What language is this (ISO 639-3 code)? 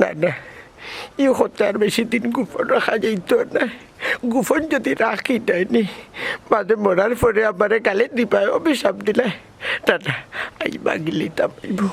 syl